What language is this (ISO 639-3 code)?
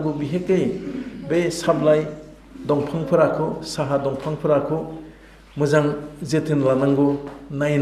brx